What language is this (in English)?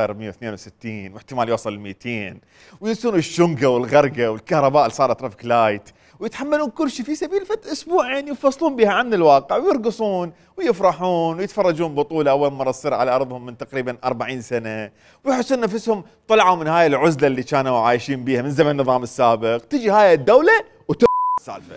Mesopotamian Arabic